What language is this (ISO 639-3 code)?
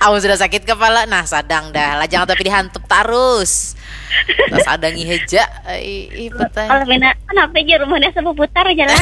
bjn